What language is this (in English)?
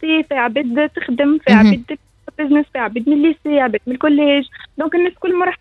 Tunisian Arabic